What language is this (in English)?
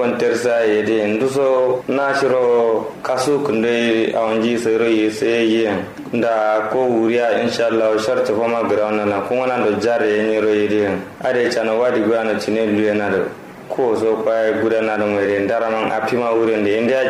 Kanuri